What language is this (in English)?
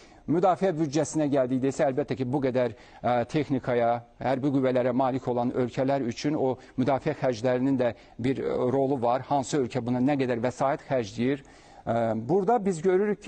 Azerbaijani